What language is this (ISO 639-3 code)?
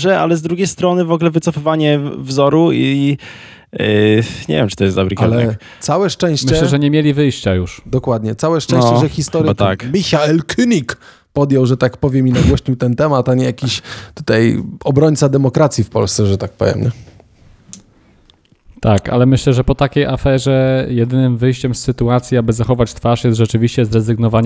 pol